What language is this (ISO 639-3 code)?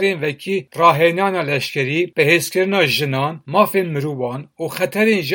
kur